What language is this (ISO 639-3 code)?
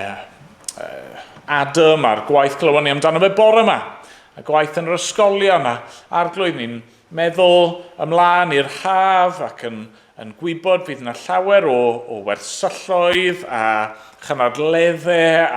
cym